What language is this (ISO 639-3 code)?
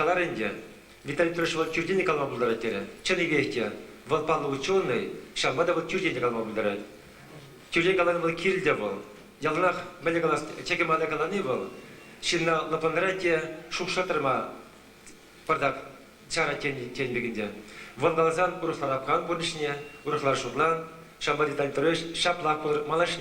chv